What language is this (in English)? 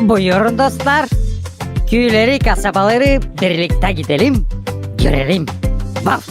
Gagauz